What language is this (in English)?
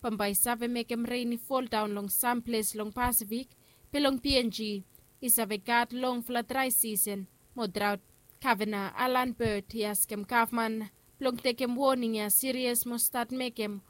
Bislama